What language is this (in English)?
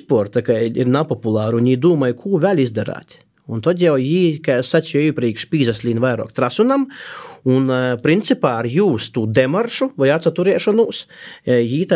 Latvian